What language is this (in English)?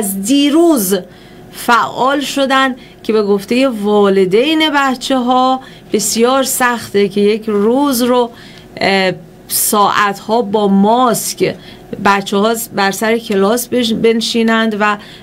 Persian